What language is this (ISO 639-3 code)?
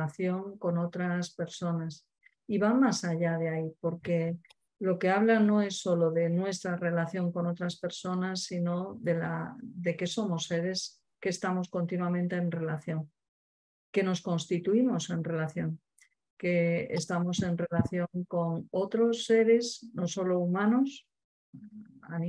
spa